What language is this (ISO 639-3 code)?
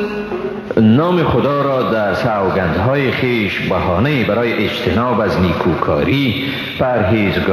fas